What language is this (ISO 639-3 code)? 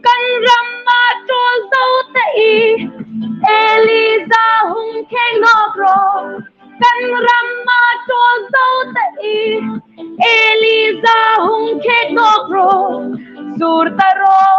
hmr